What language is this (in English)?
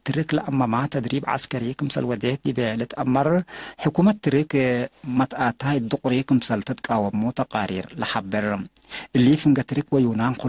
Tigre